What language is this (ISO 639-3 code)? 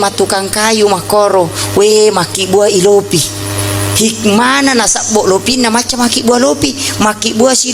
bug